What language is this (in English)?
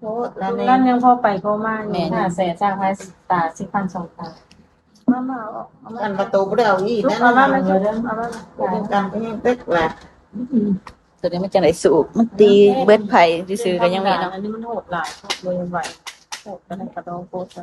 Lao